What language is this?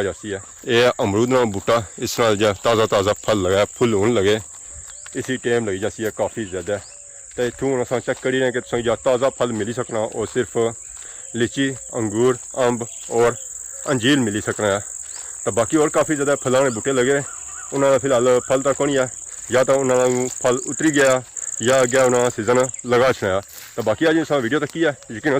Pahari-Potwari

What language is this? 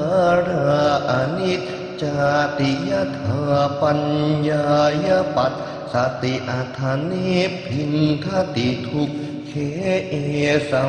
Pali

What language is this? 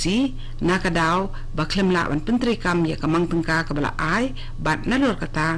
Khasi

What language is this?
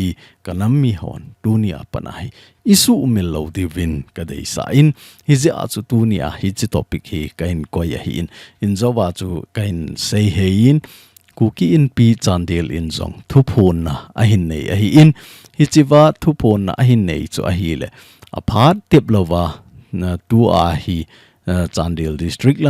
Thado Chin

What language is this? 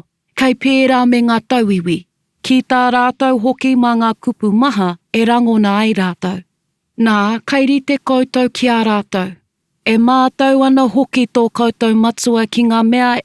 Māori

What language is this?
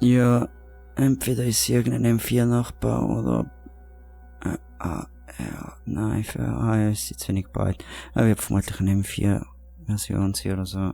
Swiss German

